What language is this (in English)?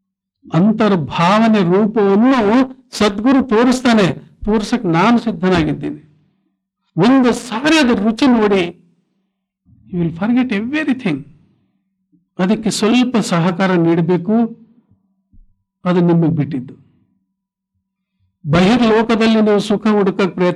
Kannada